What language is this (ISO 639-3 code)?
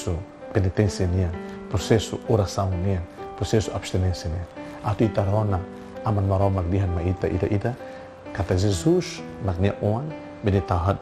tet